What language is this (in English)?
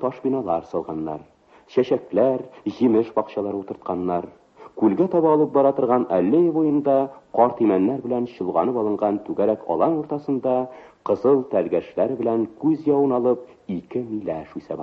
Tatar